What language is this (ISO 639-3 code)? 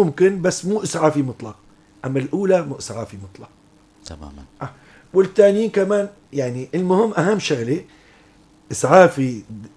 apc